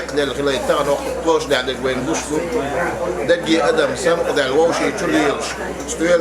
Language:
Chechen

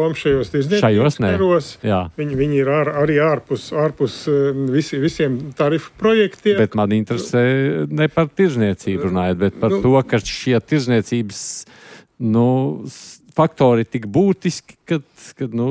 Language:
Latvian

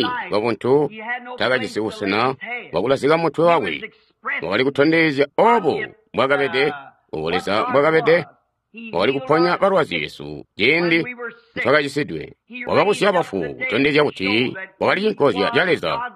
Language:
Tonga (Zambia)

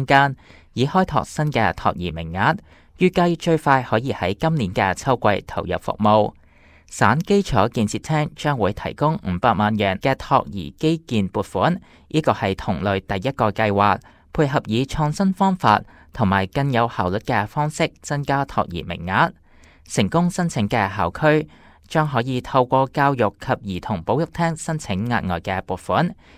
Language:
Cantonese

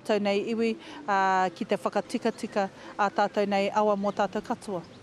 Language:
Māori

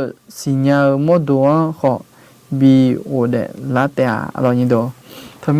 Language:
Akha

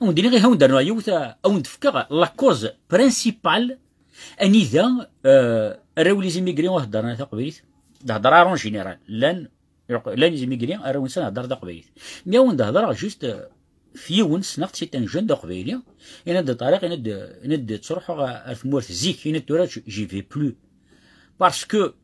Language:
Kabyle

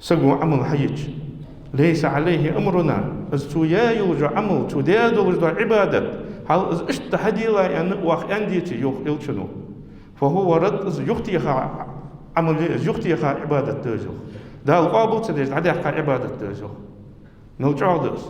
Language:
Ingush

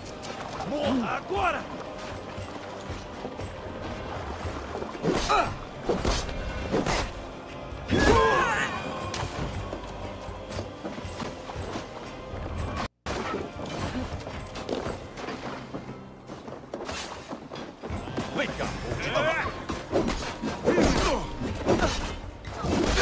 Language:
Portuguese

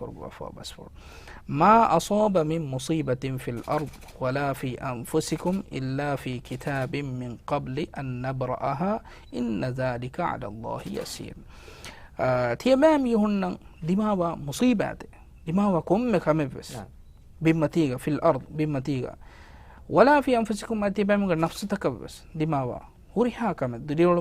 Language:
Divehi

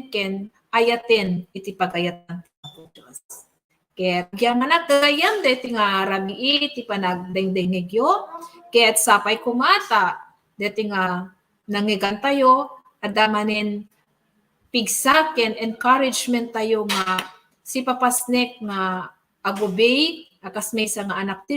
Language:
Iloko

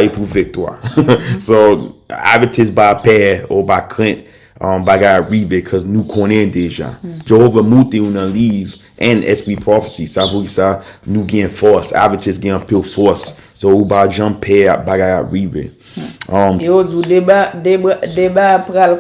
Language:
Haitian Creole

